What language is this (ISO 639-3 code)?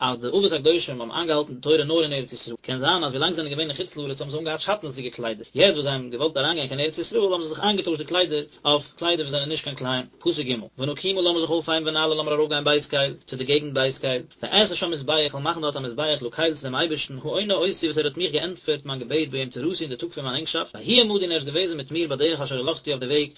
yid